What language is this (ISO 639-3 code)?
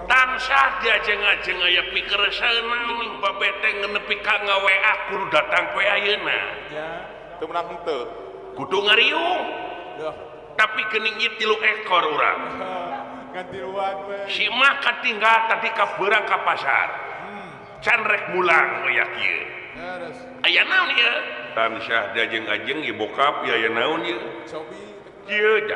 sun